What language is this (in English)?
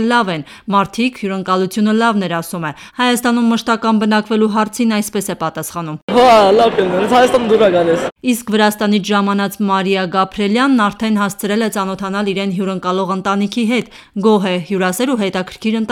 Armenian